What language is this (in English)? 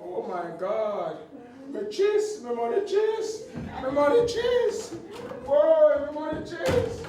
Jamaican Creole English